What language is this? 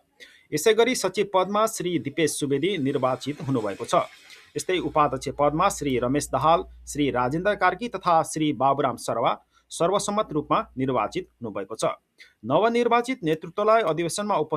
Nepali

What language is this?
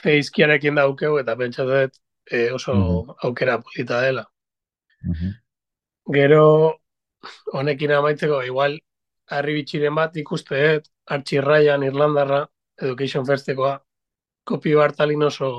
Basque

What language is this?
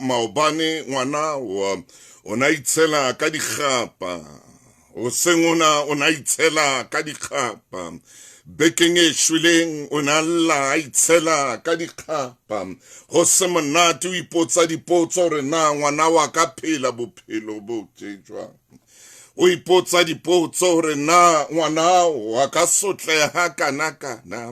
Southern Sotho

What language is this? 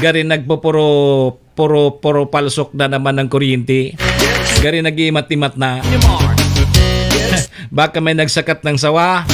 Bikol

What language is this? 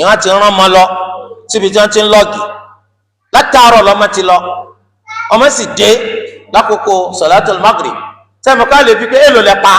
Yoruba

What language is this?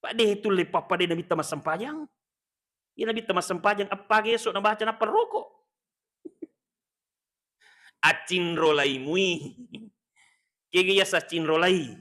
Buginese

